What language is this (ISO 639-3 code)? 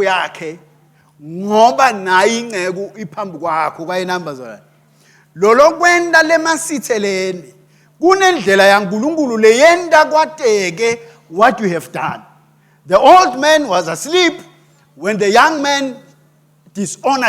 ssw